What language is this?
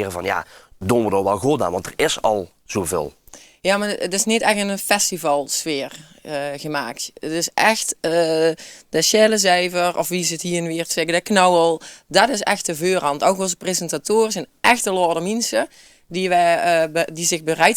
Limburgish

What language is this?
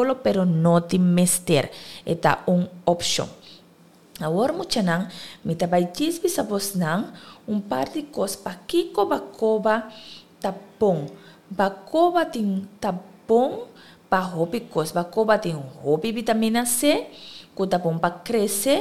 Papiamento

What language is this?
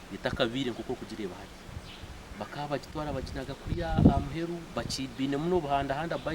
Nyankole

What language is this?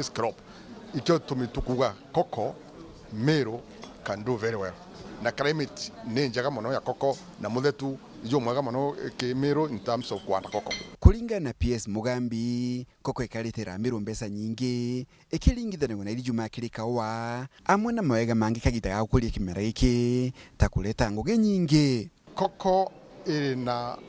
Meru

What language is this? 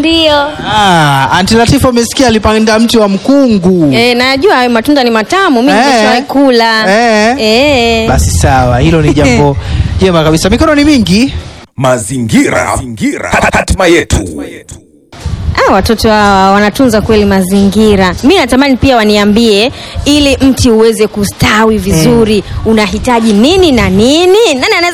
Swahili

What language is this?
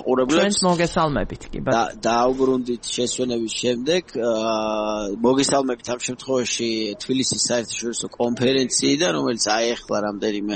Georgian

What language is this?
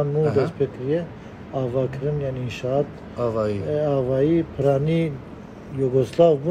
Kurdish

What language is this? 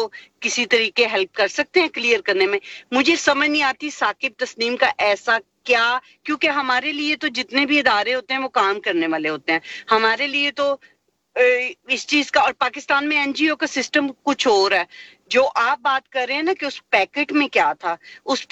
Urdu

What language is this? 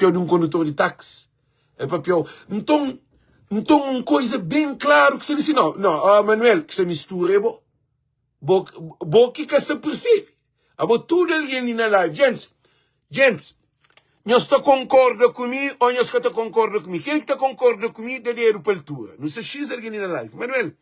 Kabuverdianu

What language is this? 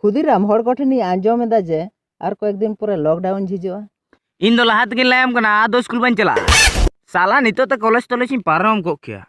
Santali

